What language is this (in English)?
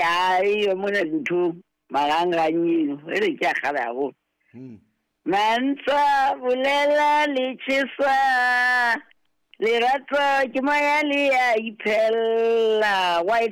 Southern Sotho